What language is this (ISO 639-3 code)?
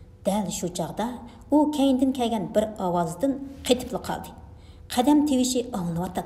uig